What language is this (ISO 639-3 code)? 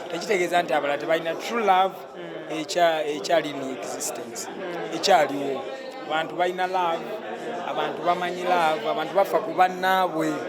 lug